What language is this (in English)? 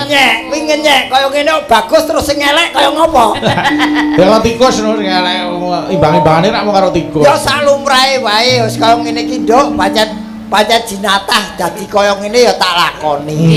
Javanese